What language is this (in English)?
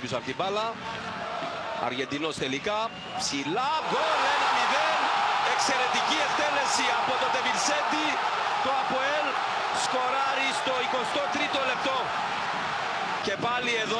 Greek